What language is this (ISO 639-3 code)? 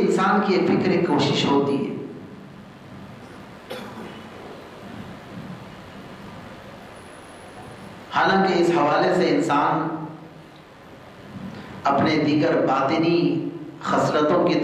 urd